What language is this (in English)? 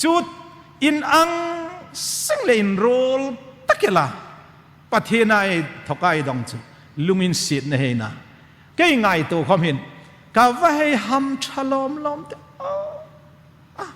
Hmar